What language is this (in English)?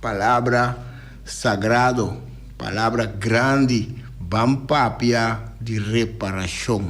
Papiamento